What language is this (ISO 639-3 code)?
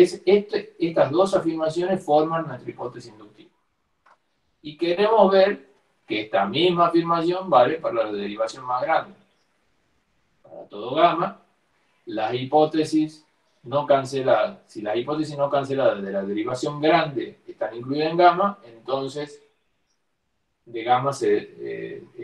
spa